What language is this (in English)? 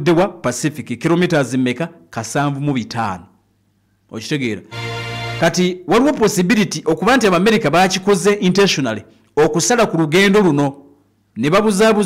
Ganda